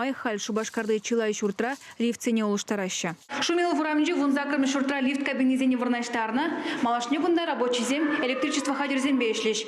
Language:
Chuvash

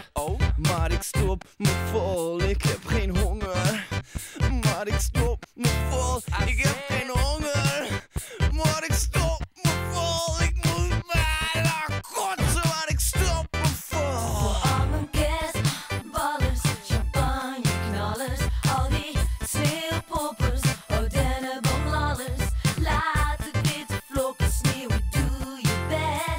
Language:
Dutch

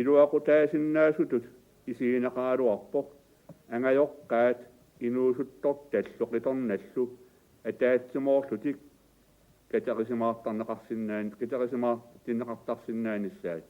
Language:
Kalaallisut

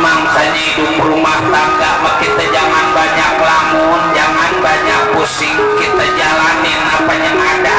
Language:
Betawi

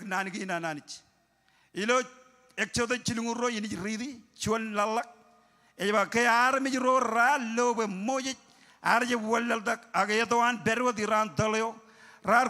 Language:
Marshallese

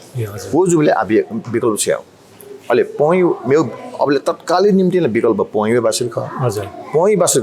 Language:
Newari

